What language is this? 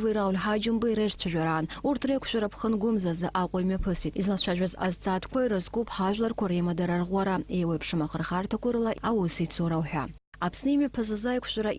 Abkhazian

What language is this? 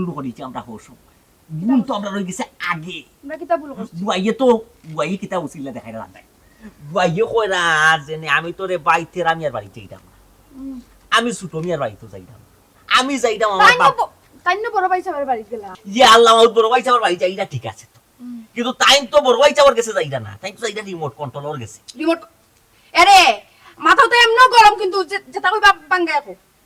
Sylheti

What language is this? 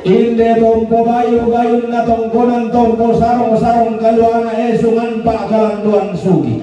Toraja-Sa'dan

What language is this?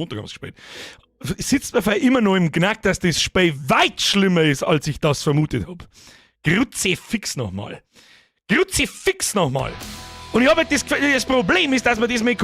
Bavarian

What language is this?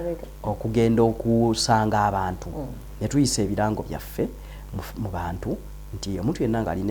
Ganda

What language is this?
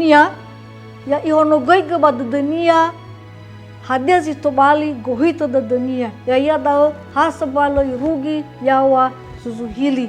Nias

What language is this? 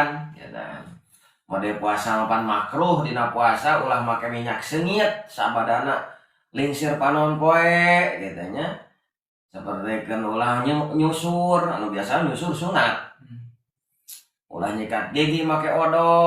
Sundanese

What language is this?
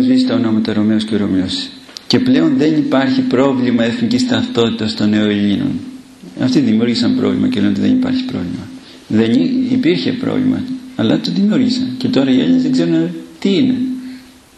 Greek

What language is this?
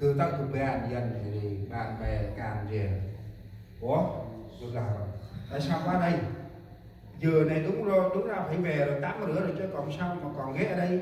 Central Mnong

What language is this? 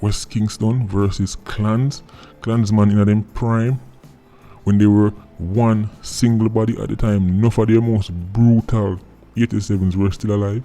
Jamaican Creole English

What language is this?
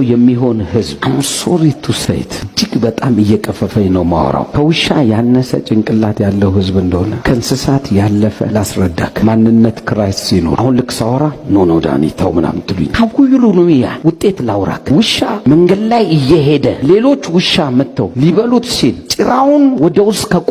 Amharic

